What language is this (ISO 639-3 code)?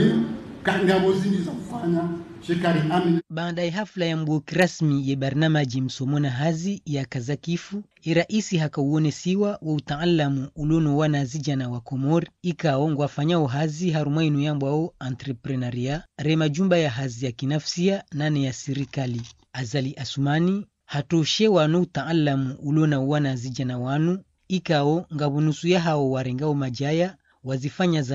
zdj